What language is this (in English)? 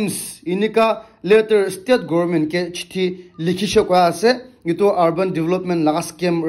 Naga Pidgin